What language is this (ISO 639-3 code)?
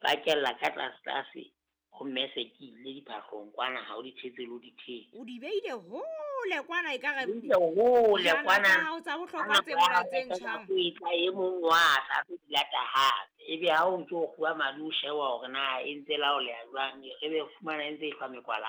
sot